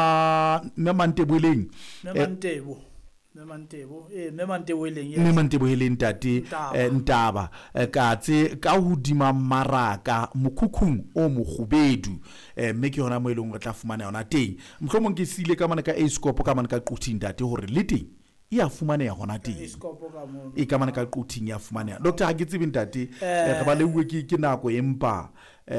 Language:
Southern Sotho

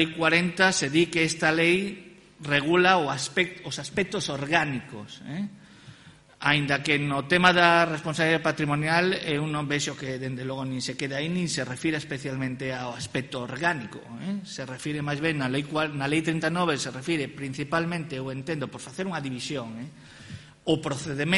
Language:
Galician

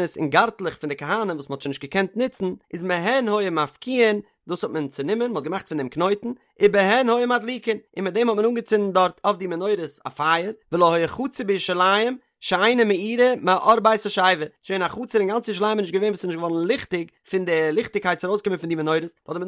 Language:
Yiddish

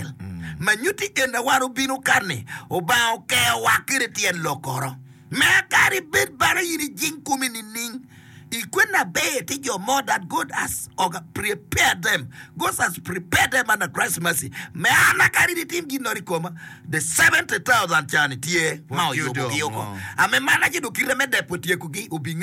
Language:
Acoli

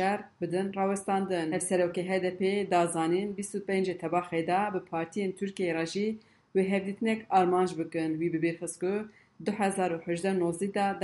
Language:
Kurdish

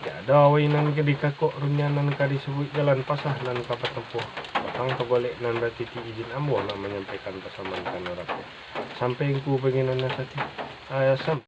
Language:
Minangkabau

